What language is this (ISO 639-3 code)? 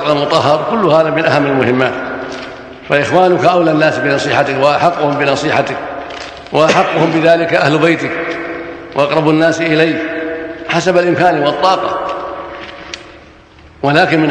ara